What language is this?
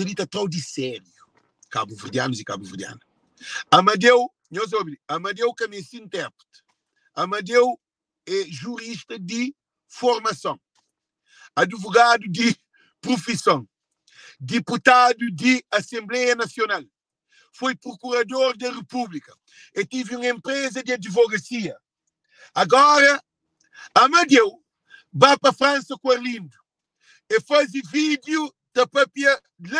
Kabuverdianu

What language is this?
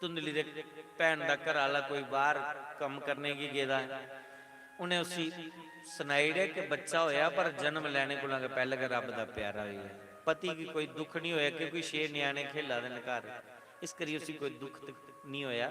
Dogri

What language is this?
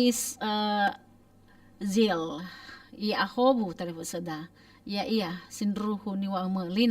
Nias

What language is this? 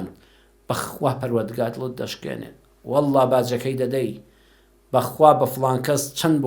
Central Kurdish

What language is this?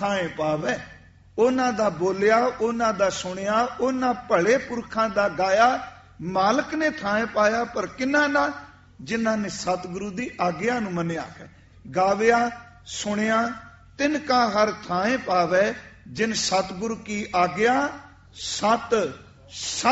Punjabi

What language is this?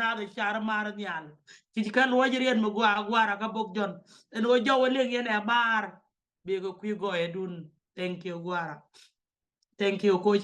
Nuer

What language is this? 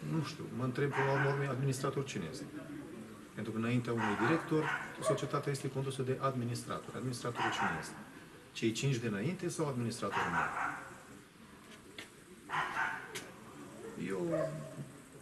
Romanian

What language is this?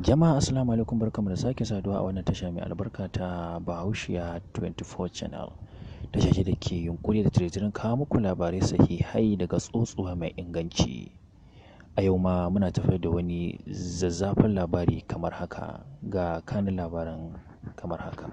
Hausa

